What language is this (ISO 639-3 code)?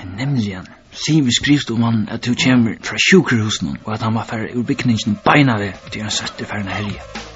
fao